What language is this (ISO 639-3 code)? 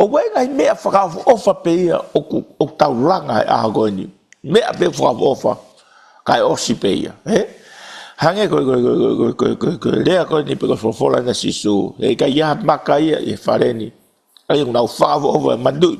ton